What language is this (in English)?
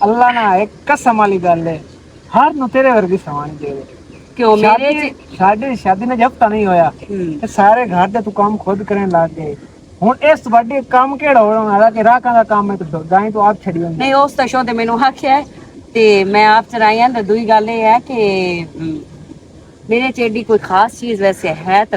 Western Panjabi